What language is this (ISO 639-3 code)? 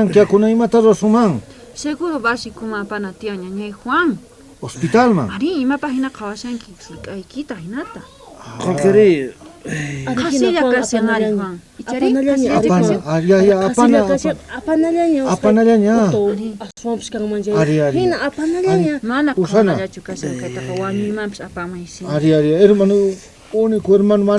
quh